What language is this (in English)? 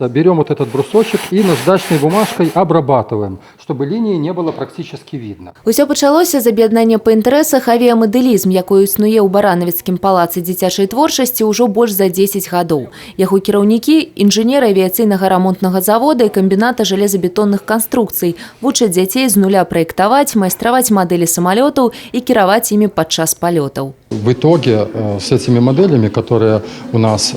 Belarusian